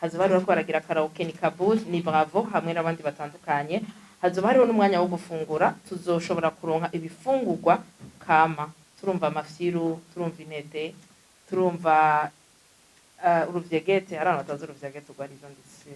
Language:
Rundi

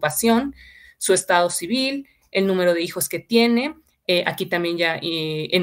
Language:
Spanish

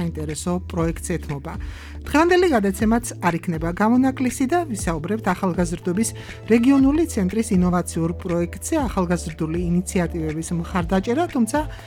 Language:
Georgian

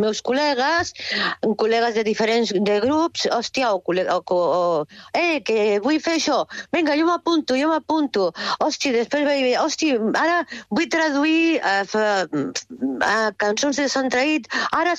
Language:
Catalan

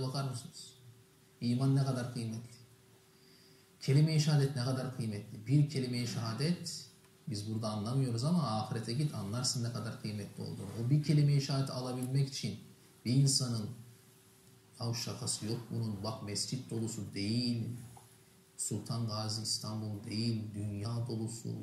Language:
Turkish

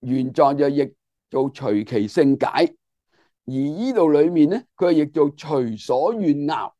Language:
Cantonese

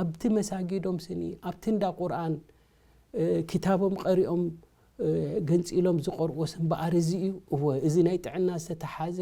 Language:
Tigrinya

